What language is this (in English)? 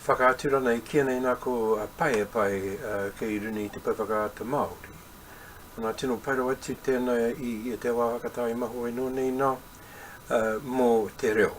Māori